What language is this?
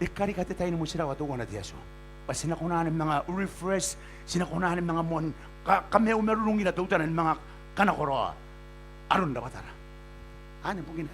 Gilbertese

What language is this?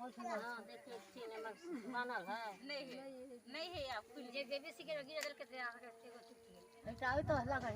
Maithili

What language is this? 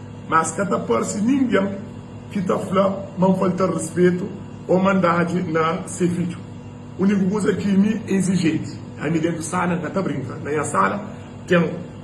Kabuverdianu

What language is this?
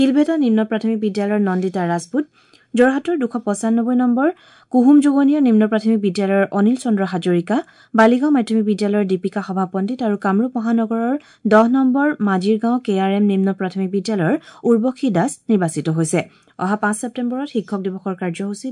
Assamese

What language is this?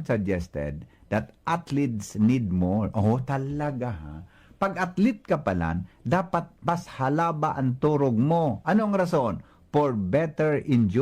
Bikol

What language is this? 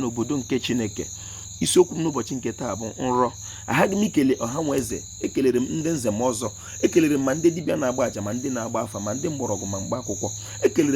Igbo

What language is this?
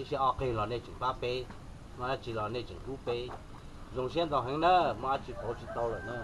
Hmong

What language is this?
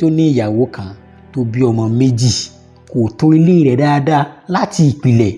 Yoruba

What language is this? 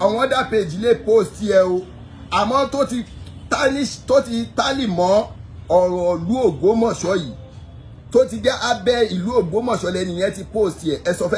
Yoruba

